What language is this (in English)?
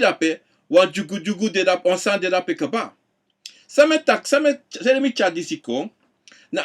Sranan Tongo